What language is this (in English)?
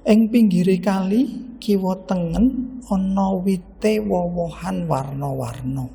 Javanese